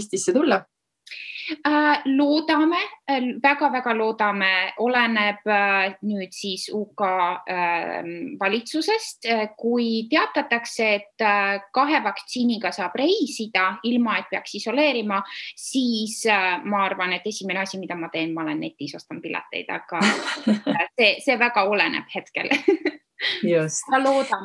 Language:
Estonian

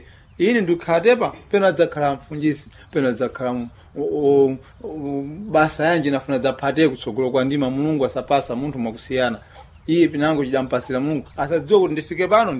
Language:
Sena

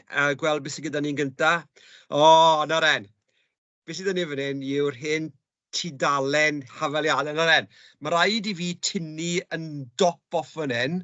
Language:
Welsh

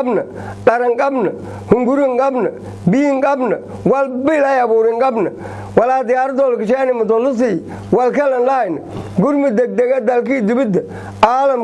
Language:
Somali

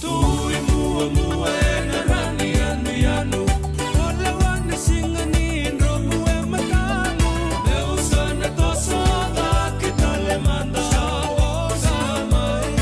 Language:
Fijian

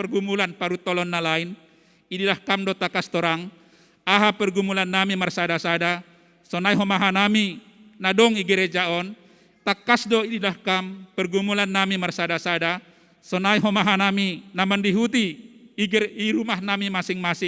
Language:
Batak Simalungun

